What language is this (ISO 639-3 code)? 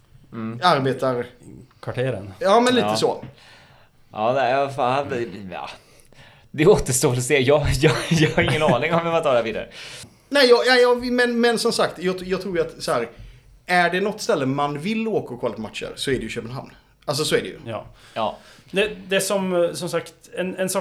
swe